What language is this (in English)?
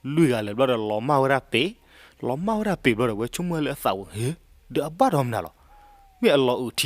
S'gaw Karen